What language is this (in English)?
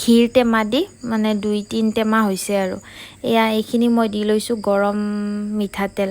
Assamese